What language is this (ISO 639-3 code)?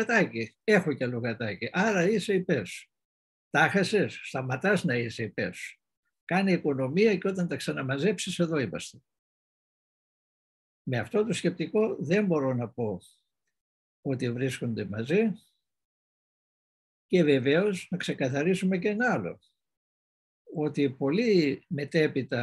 ell